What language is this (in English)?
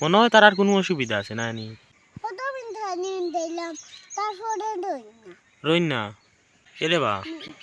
Sylheti